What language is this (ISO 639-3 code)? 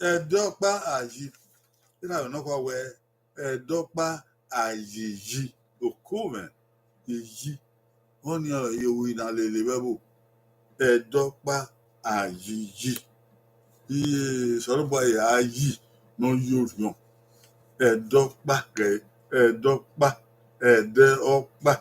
bin